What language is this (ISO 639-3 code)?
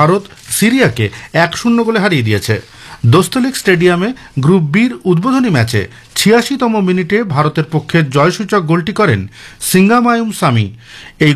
ben